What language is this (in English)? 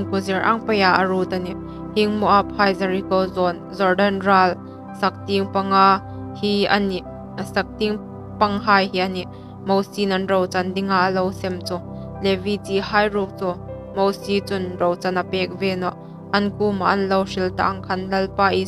Hmar